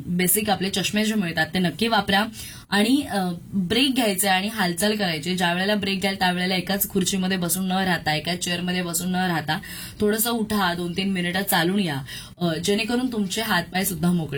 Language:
Marathi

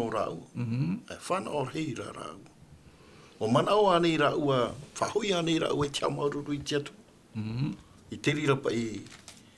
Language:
Tahitian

